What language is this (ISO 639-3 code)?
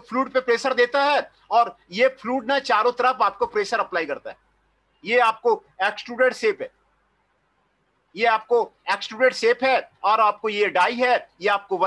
hin